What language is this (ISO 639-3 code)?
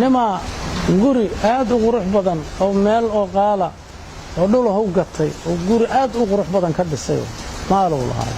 som